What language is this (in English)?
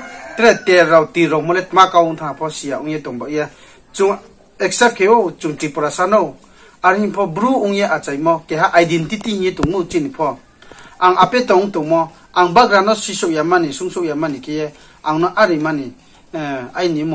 Riang (India)